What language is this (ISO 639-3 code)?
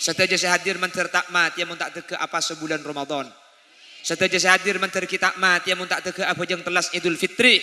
mad